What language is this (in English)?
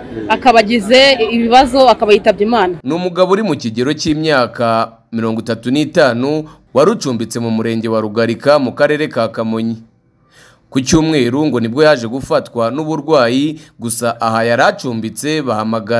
Kinyarwanda